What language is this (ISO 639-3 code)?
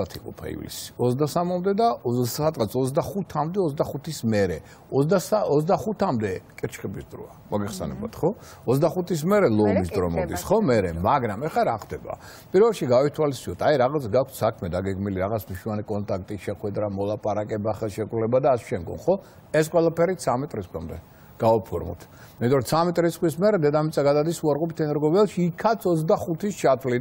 kat